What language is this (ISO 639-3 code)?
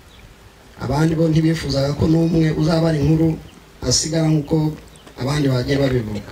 kin